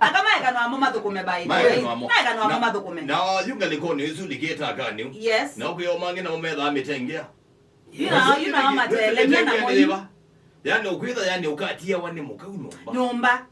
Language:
Kamba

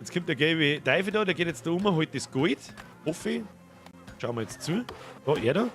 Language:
Bavarian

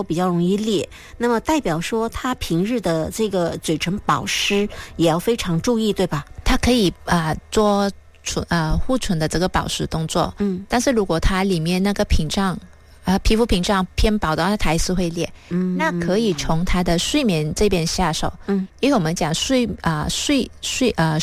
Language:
Chinese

